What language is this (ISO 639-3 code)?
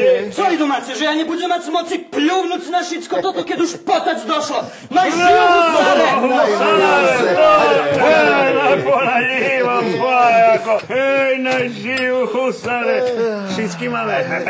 rue